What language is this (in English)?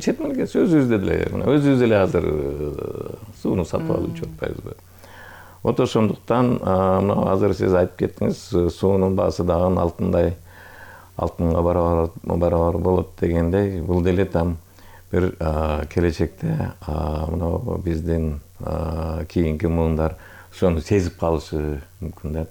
Kyrgyz